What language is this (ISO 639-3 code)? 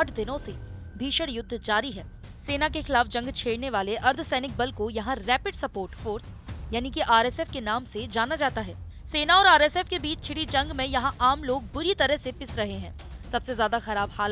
hin